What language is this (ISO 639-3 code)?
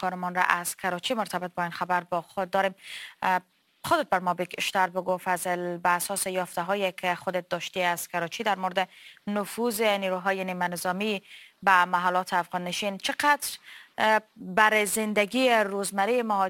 fas